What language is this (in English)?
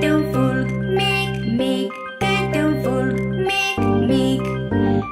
Romanian